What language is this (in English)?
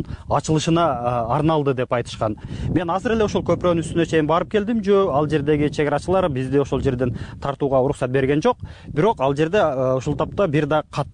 Kyrgyz